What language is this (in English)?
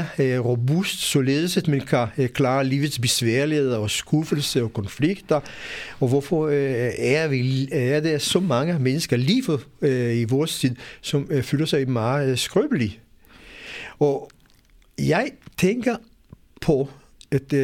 Danish